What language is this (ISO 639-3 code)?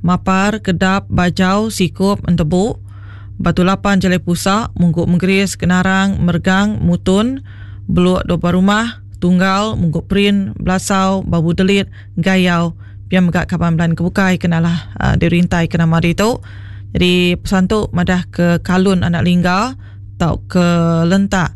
iba